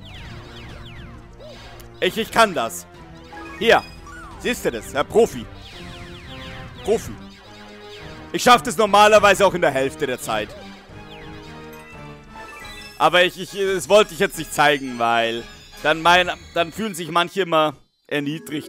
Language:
German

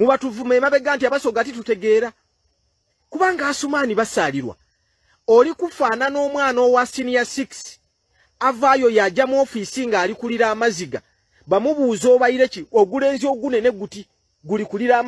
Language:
Ganda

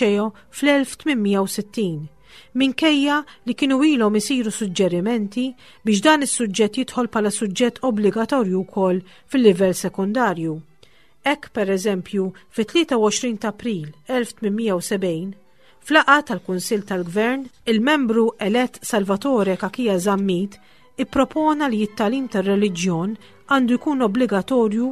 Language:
Maltese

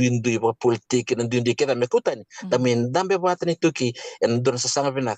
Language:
Fijian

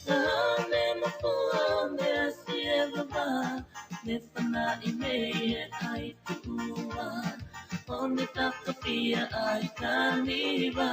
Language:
Tongan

